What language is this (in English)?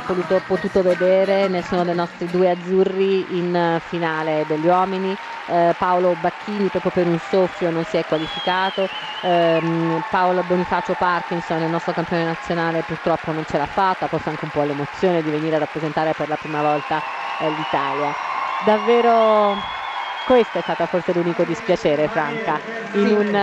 Italian